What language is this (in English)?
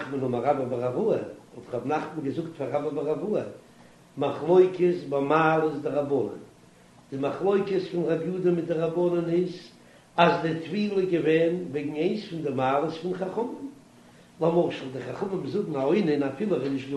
Yiddish